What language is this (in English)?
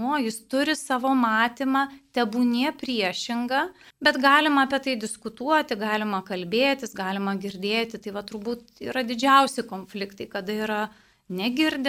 Lithuanian